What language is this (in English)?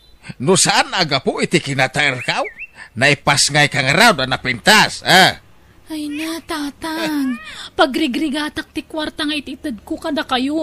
Iloko